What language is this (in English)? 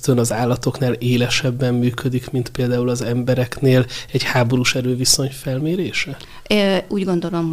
Hungarian